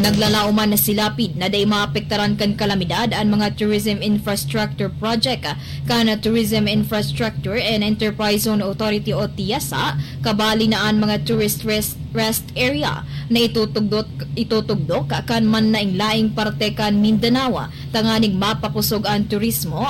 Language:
Bikol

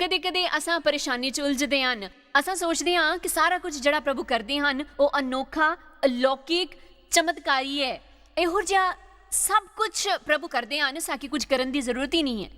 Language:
Dogri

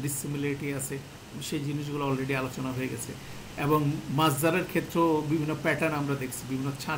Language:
Bangla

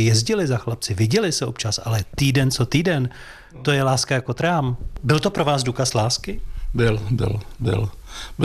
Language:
Czech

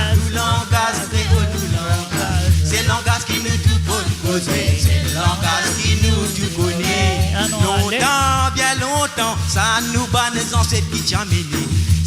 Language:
Morisyen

